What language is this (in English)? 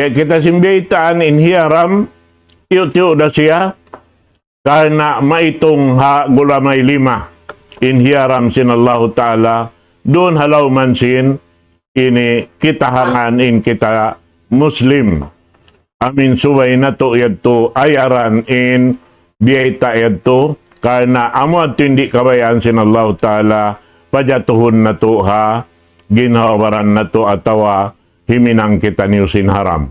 Tausug